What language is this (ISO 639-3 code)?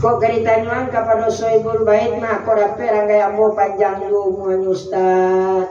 min